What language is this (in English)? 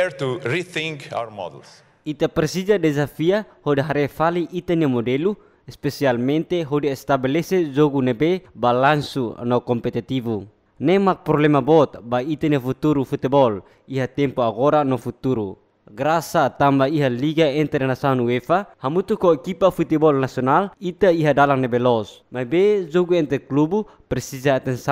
Tetum